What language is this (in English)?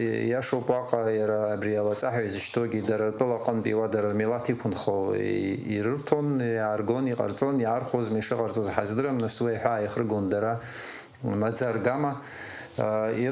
Abkhazian